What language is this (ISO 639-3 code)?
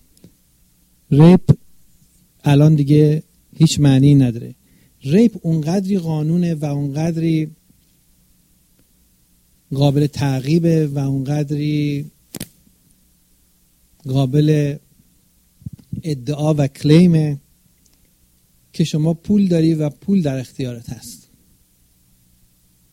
fas